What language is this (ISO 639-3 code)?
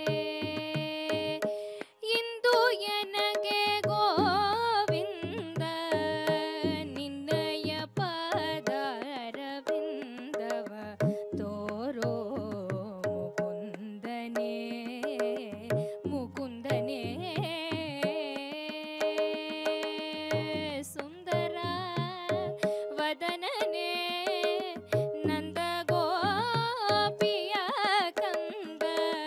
kan